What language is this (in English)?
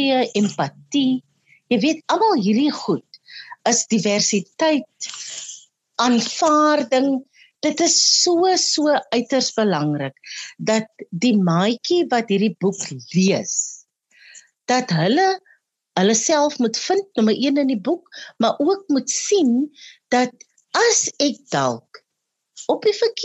Afrikaans